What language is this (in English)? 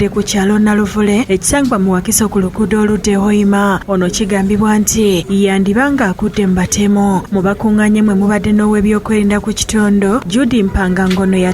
Ganda